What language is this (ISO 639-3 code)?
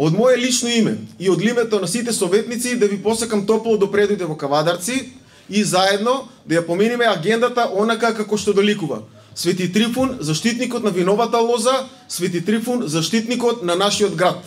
mkd